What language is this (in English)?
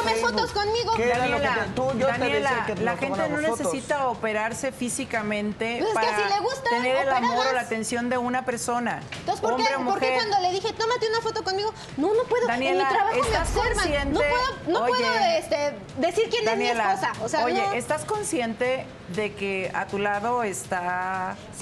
Spanish